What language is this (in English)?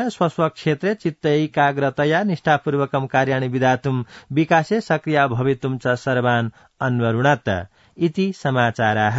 Sanskrit